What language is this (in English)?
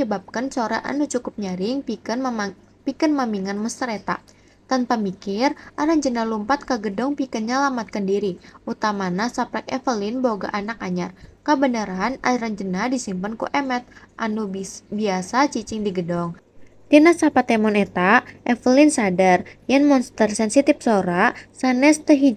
Sundanese